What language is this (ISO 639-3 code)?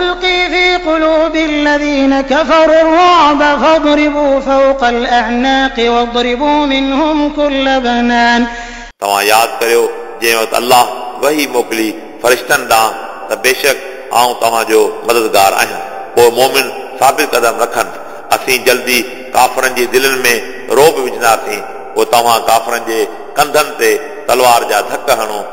snd